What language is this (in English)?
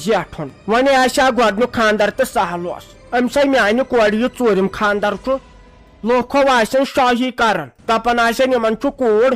Kashmiri